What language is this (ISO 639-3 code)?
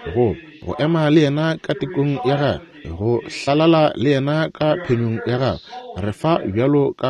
nso